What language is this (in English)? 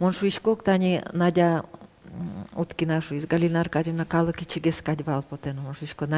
Udmurt